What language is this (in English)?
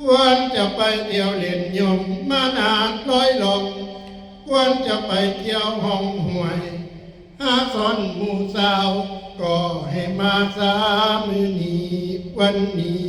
Northeastern Thai